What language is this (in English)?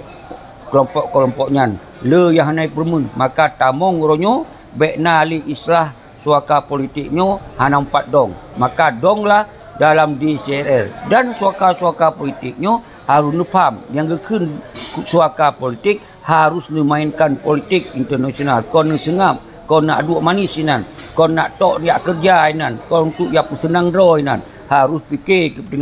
Achinese